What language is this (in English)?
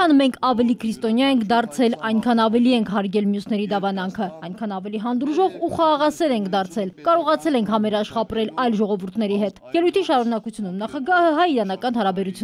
Armenian